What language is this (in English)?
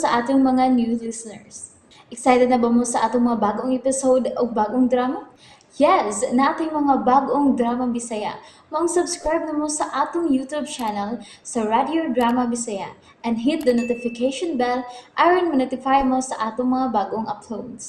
Cebuano